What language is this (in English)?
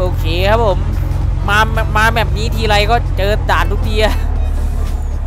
Thai